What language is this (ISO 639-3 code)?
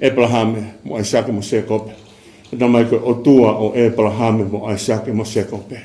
ton